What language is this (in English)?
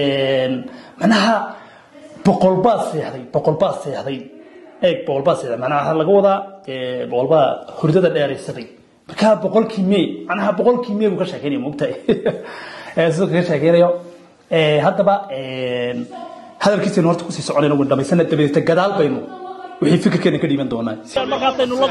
Somali